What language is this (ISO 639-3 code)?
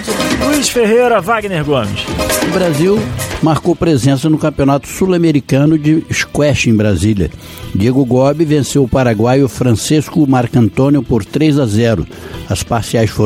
por